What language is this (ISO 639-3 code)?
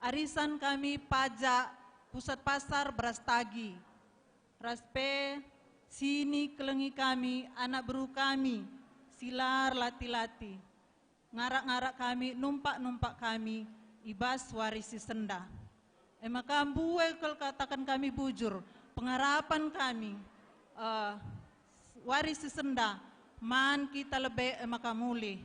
btx